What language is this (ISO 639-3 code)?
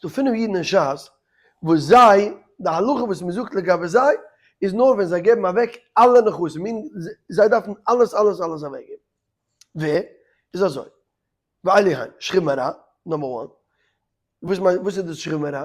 yid